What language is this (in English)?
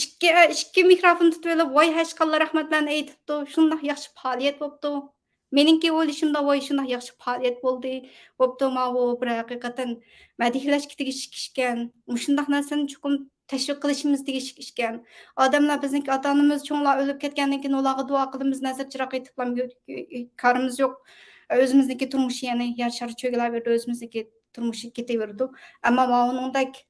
Uyghur